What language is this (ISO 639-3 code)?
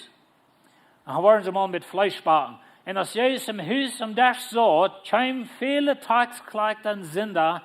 pdt